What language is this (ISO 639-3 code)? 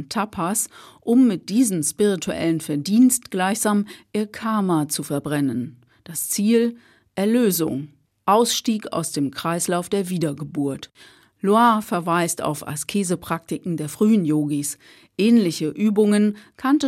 deu